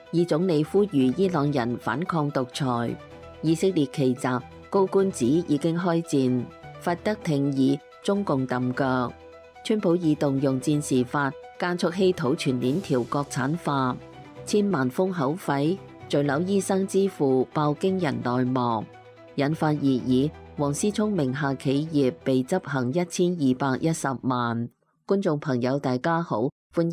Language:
Cantonese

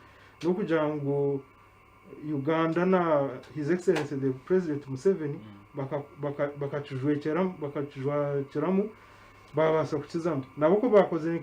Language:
Nyankole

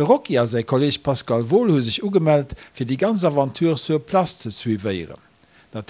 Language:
Luxembourgish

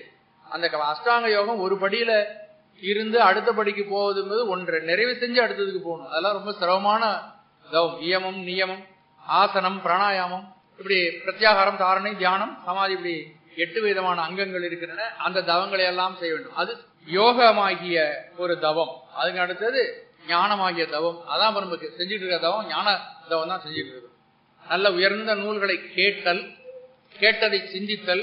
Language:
Tamil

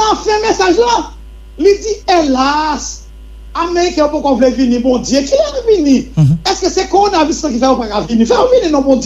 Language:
Haitian Creole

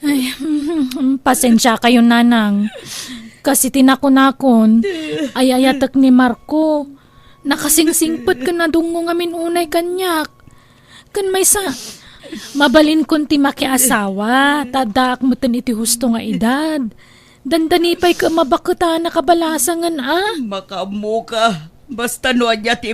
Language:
Iloko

